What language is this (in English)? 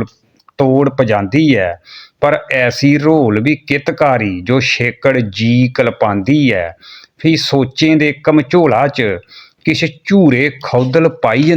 Dogri